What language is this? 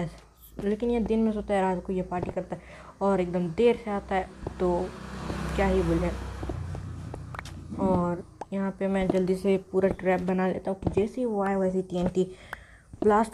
Hindi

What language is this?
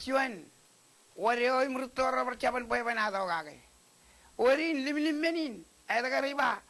Marshallese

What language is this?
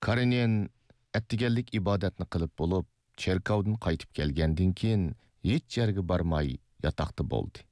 Uyghur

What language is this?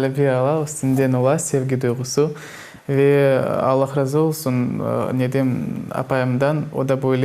Crimean Tatar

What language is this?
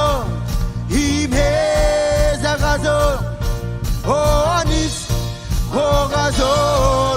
Marshallese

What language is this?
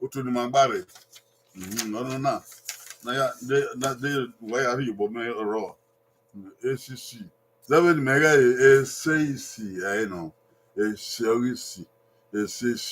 Bini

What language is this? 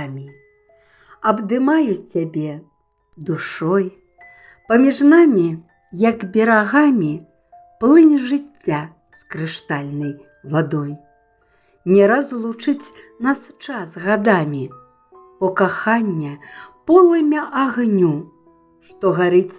Belarusian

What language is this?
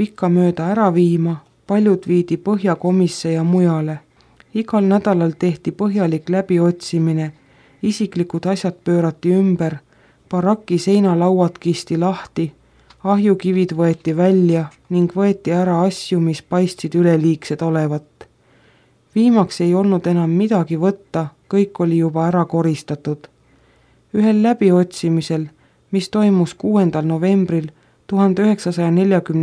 Estonian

